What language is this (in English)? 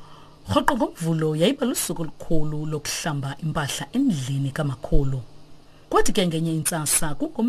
Xhosa